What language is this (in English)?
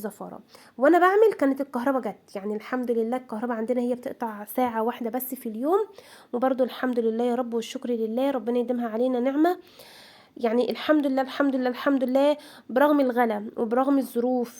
Egyptian Arabic